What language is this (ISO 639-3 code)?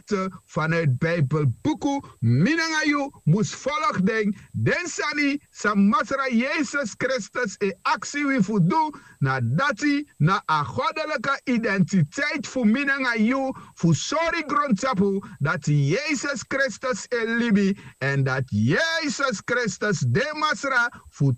srn